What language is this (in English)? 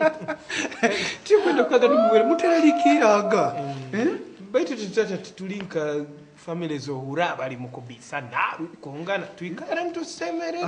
Nyoro